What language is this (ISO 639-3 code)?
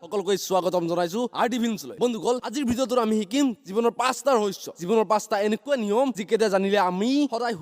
asm